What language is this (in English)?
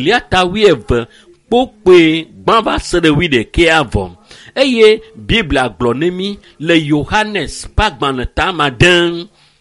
Ewe